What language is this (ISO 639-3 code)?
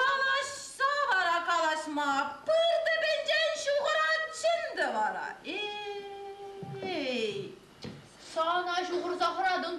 chv